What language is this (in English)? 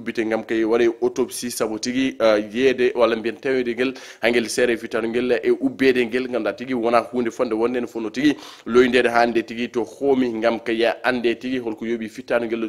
Fula